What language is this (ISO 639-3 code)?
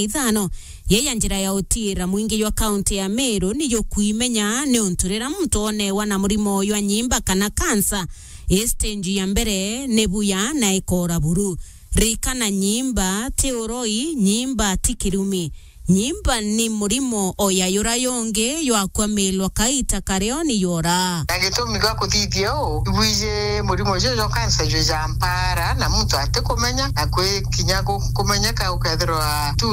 mer